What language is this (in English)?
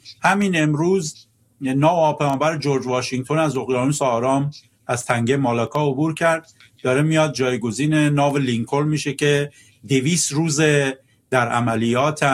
Persian